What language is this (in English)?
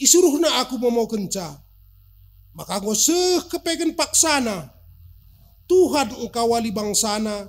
Batak Karo